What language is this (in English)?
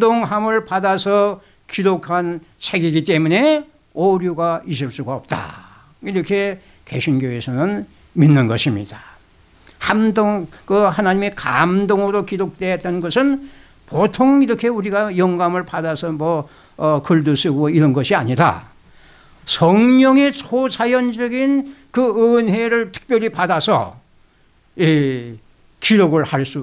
Korean